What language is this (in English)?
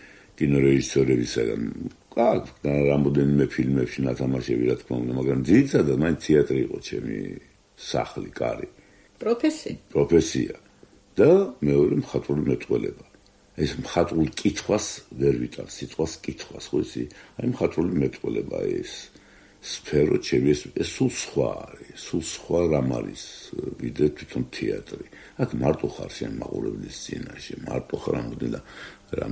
Georgian